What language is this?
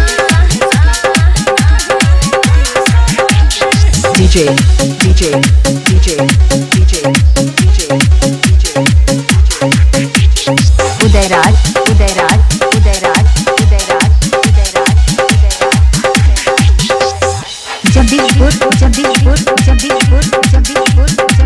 Bhojpuri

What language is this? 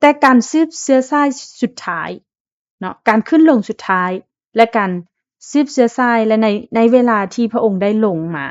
Lao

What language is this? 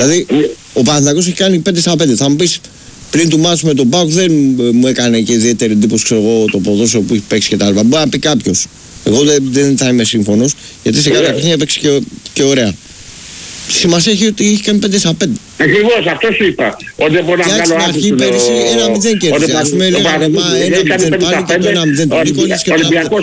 Greek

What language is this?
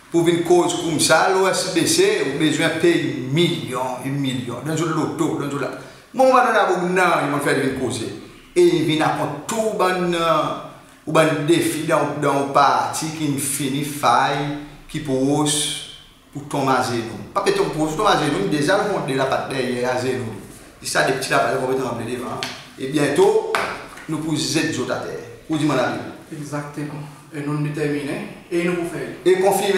Seselwa Creole French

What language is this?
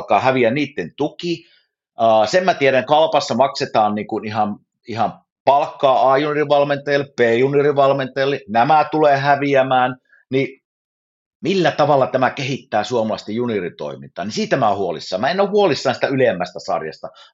Finnish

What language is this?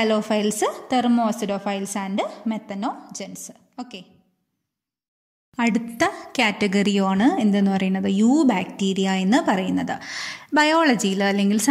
Malayalam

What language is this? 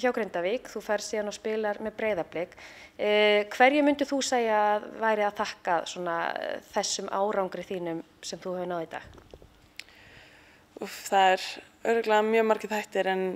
Icelandic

